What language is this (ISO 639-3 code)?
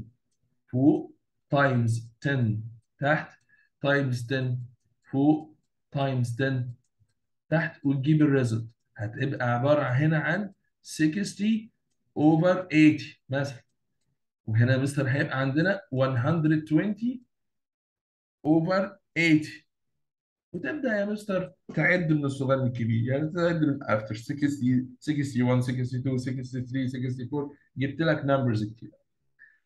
arz